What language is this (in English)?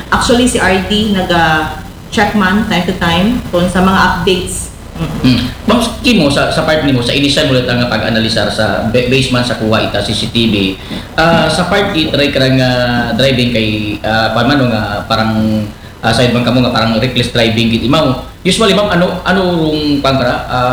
Aklanon